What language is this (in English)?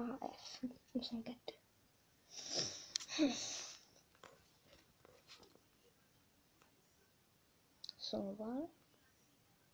Hungarian